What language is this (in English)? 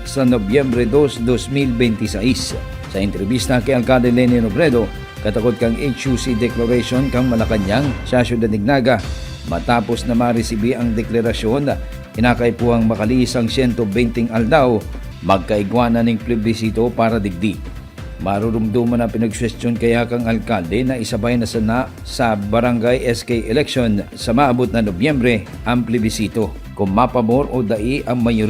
Bikol